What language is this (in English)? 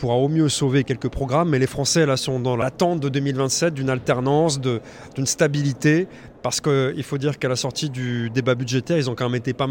French